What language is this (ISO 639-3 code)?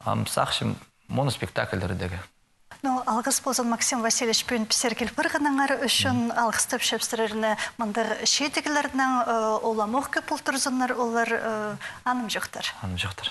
kjh